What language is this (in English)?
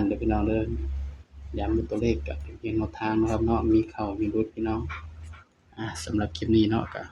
Northeastern Thai